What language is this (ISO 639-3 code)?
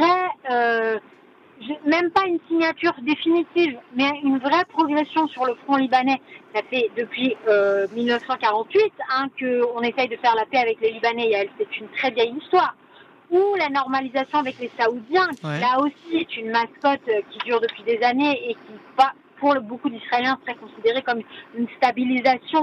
fra